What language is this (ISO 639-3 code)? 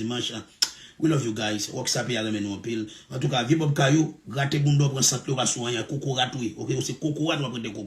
hat